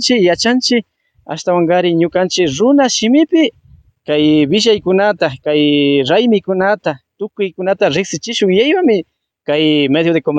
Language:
Imbabura Highland Quichua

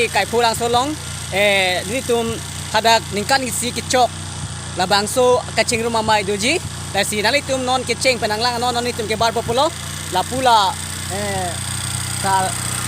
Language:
Karbi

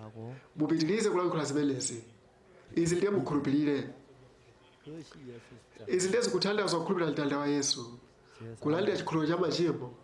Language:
Nyanja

